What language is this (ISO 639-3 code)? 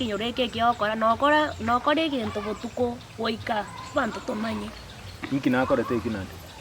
guz